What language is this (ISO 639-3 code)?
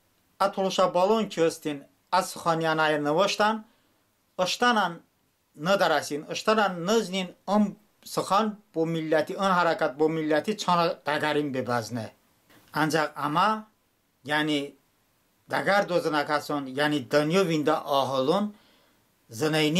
tly